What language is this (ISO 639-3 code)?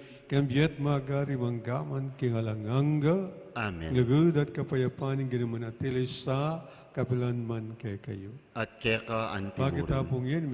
pam